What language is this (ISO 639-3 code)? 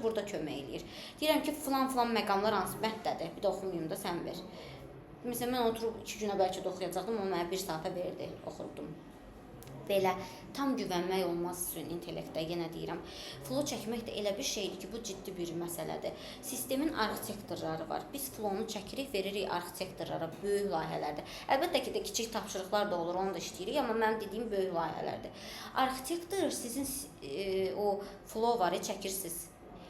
aze